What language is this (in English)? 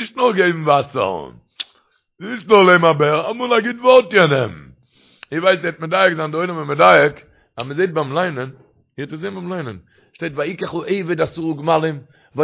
Yiddish